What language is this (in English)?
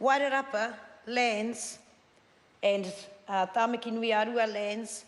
Māori